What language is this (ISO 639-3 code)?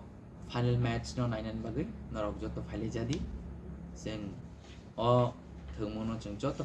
trp